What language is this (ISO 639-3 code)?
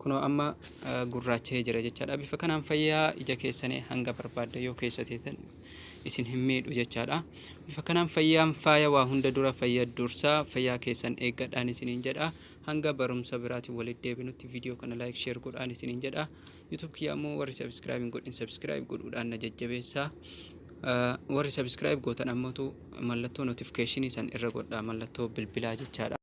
orm